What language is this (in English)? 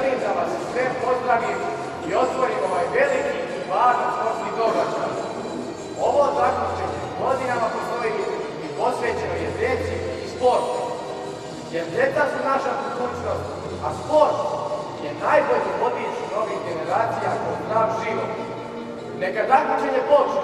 Serbian